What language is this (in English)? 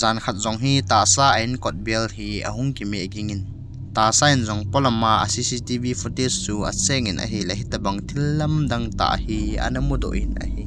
Thado Chin